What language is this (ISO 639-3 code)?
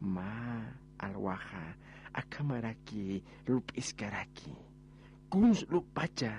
aym